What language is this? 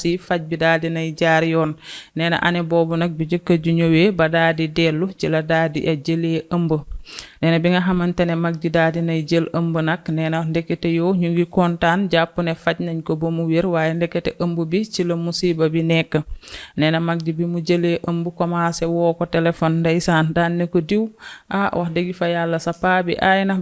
Wolof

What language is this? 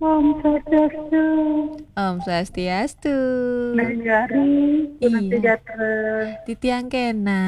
Balinese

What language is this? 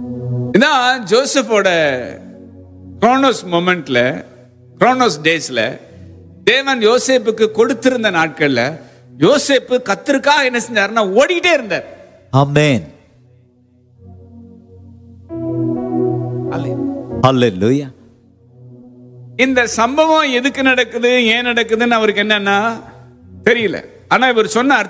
Tamil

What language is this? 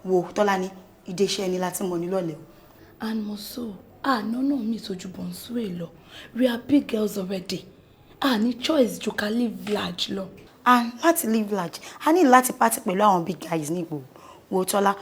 Yoruba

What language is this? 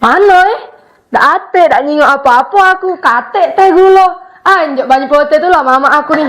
Musi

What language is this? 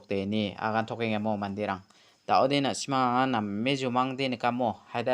Garo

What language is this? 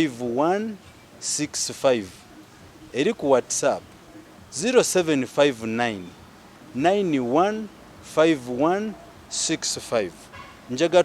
Ganda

